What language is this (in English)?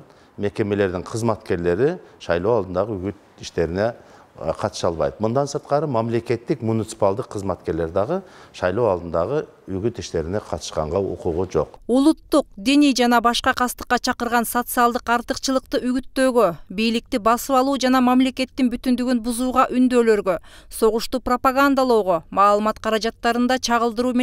Kyrgyz